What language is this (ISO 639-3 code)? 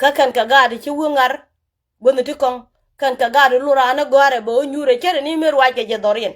nus